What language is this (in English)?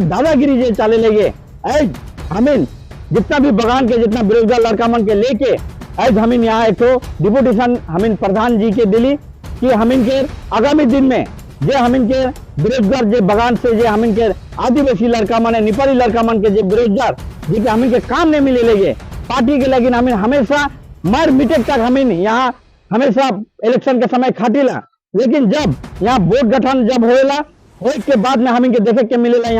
Sadri